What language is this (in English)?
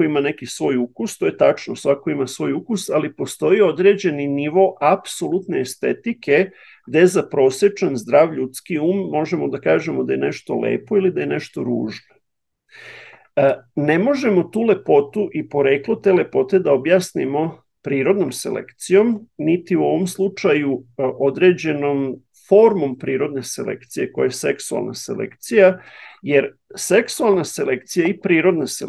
Serbian